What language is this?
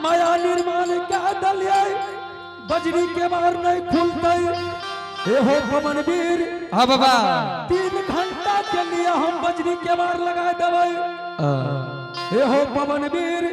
Angika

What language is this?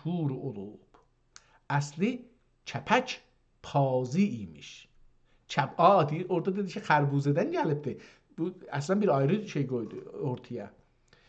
South Azerbaijani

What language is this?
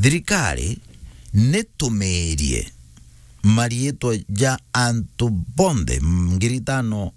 Meru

